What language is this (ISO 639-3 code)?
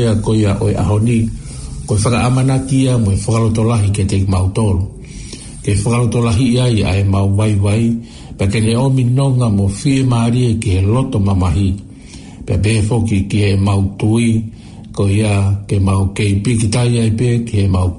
ton